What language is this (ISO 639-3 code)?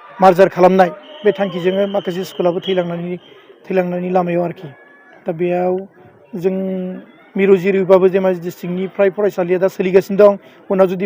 brx